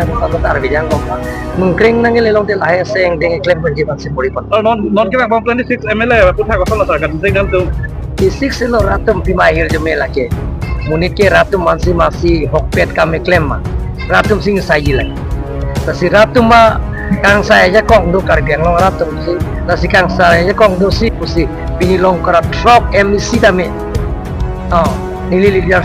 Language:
Karbi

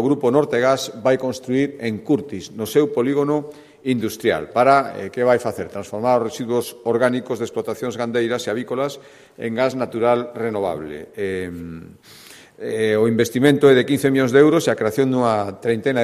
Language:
Galician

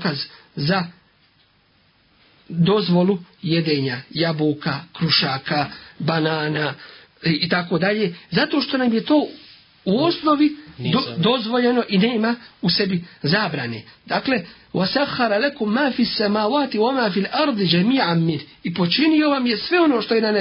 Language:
Bosnian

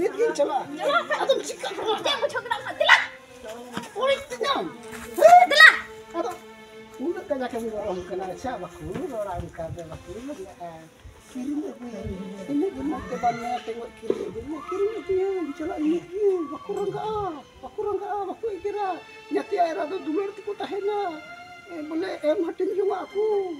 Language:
Santali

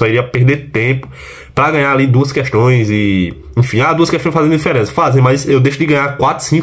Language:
Portuguese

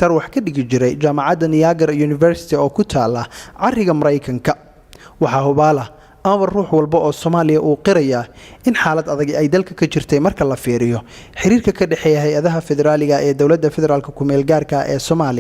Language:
Somali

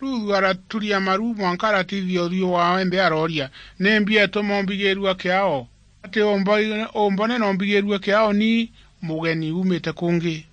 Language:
Meru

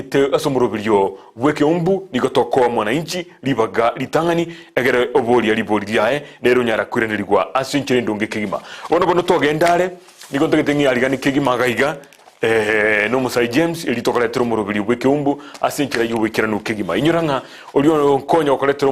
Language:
Gusii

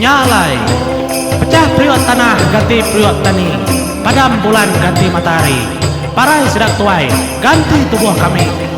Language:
Iban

